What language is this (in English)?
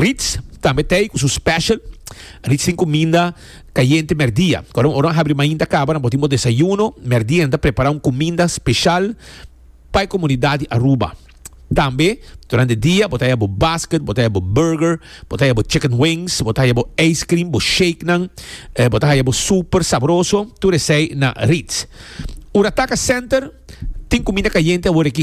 Papiamento